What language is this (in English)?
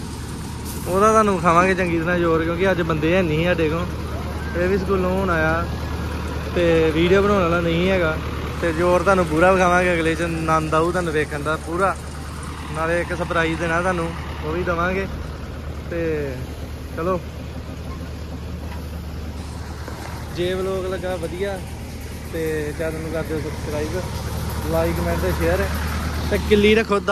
Punjabi